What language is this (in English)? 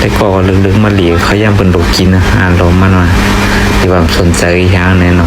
Shan